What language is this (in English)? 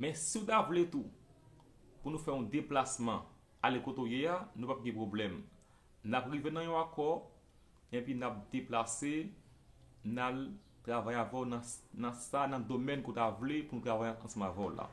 Haitian Creole